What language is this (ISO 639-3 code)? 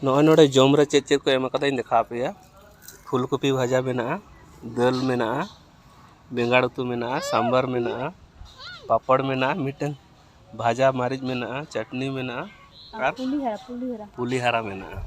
sat